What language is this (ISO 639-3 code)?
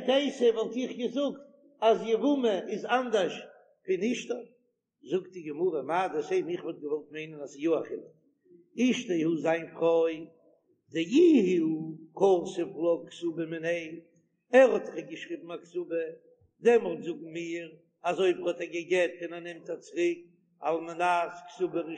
yid